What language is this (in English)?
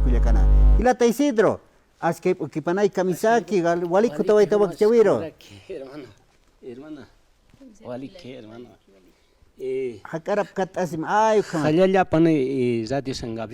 Aymara